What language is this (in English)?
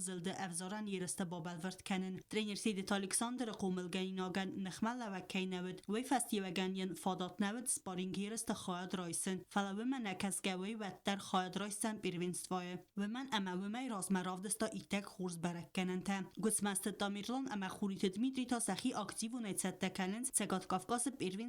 Ossetic